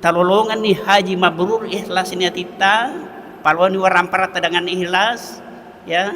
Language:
Buginese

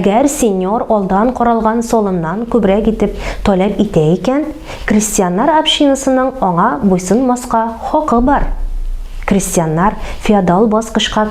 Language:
Tatar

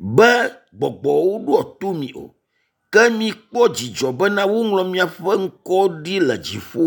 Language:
Ewe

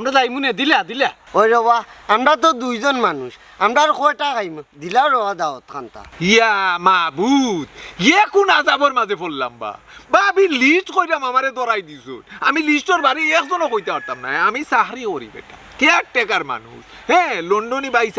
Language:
Sylheti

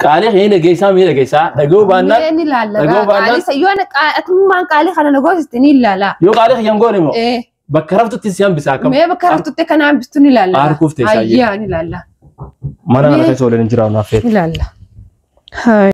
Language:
Oromo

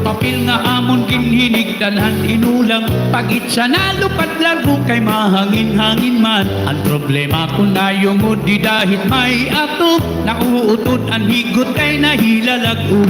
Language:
Waray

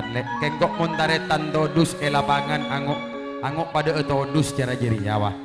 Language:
Madurese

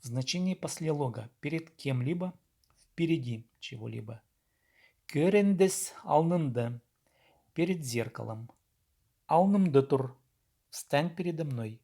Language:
Khakas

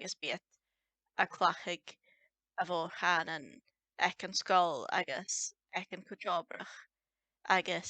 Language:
Scottish Gaelic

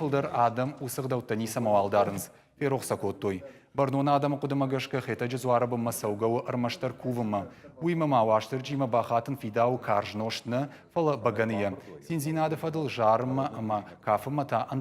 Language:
Ossetic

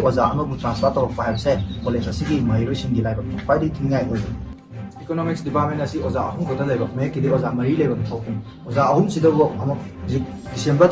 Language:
Manipuri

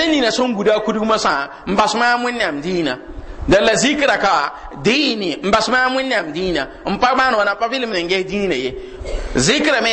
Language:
Mossi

